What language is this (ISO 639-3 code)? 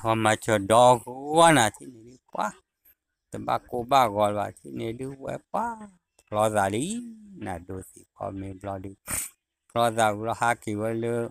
ksw